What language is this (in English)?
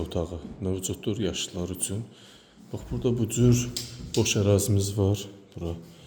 Azerbaijani